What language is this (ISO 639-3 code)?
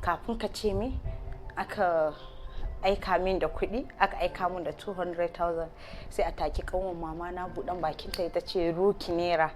hau